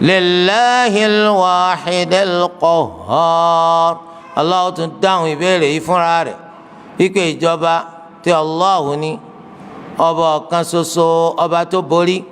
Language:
Yoruba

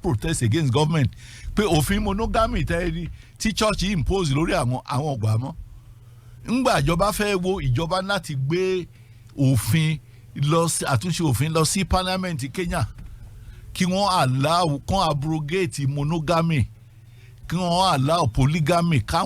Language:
Yoruba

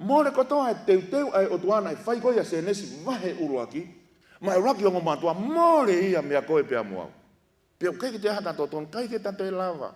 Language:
Tongan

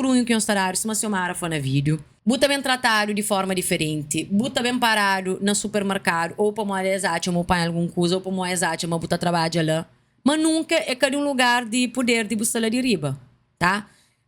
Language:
Kabuverdianu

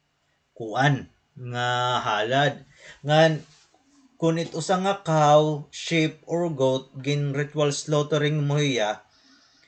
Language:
Waray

